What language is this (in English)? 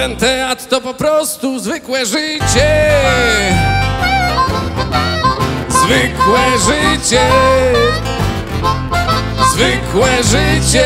Polish